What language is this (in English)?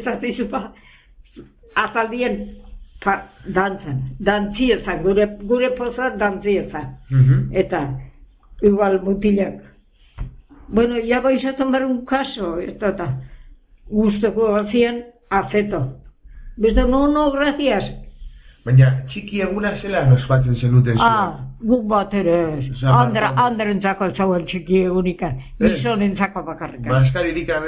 Basque